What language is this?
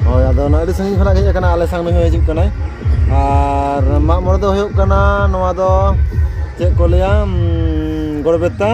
Santali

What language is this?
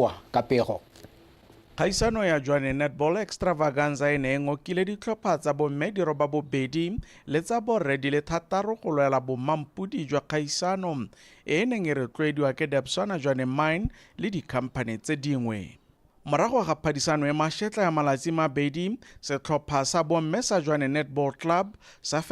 Tswana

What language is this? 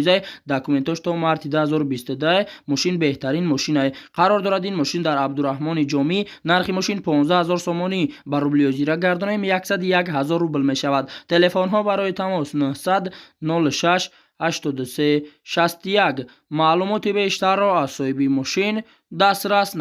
Tajik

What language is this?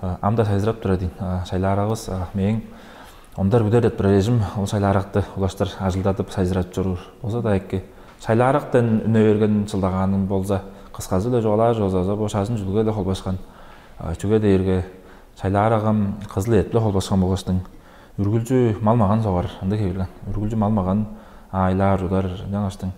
Tuvinian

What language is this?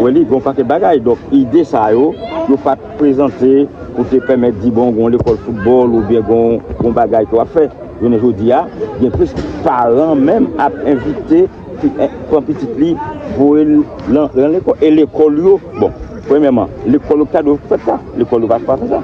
Haitian Creole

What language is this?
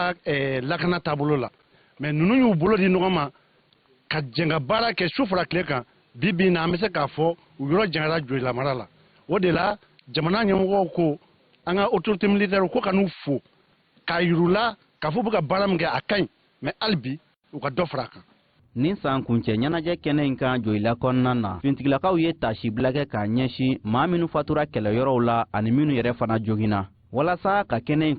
Bambara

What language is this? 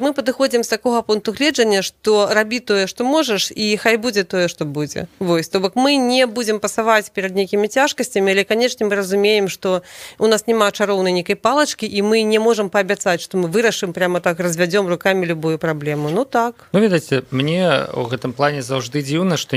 Belarusian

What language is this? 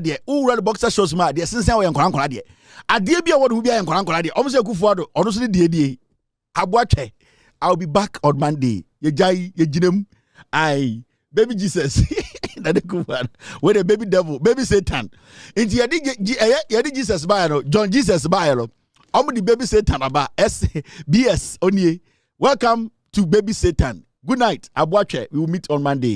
Akan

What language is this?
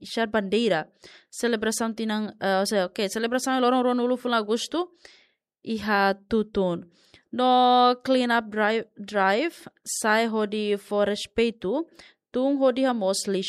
Tetum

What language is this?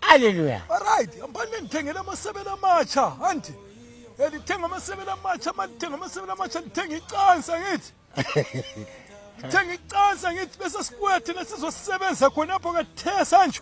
Zulu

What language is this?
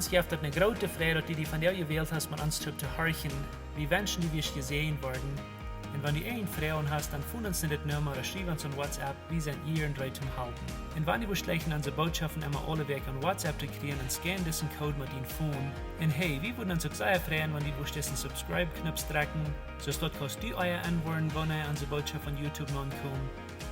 Plautdietsch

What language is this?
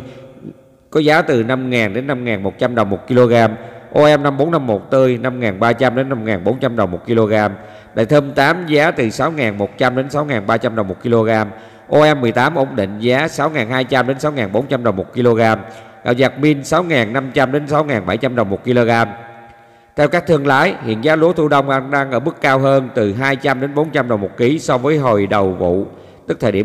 Vietnamese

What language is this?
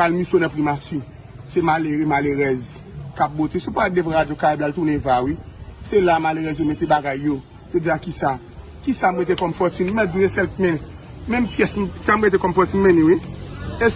Haitian Creole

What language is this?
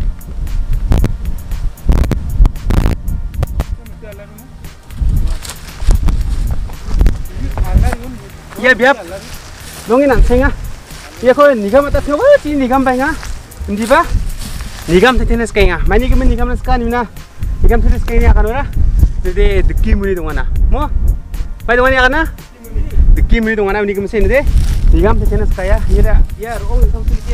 Garo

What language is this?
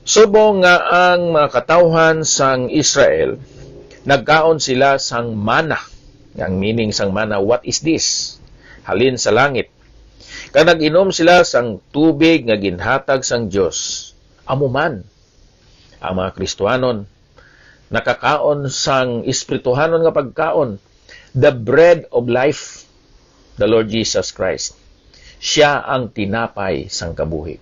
Hiligaynon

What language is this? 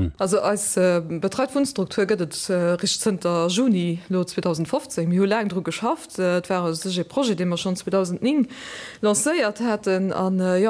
Luxembourgish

